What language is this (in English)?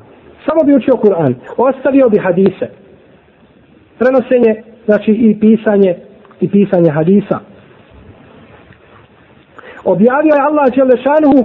Bosnian